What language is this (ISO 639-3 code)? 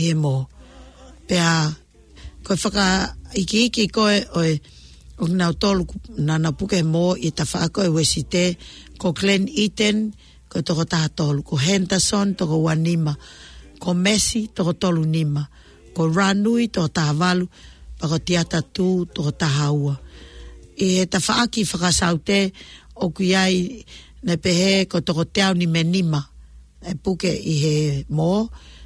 ton